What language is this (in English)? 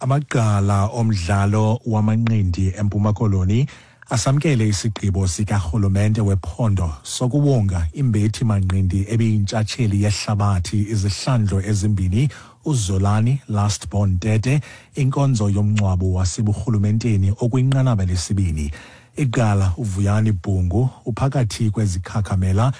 Xhosa